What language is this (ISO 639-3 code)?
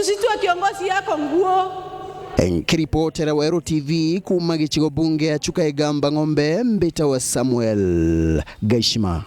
mer